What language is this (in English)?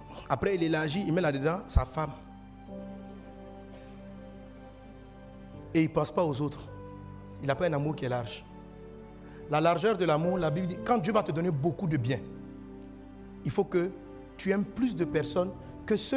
French